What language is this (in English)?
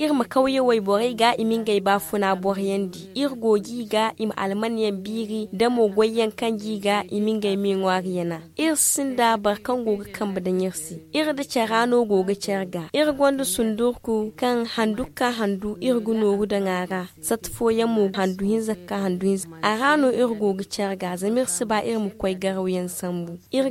Zarma